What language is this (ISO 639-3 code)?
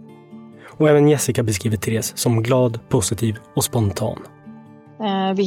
swe